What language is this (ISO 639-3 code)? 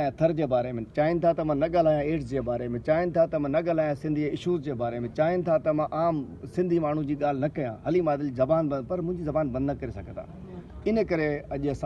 snd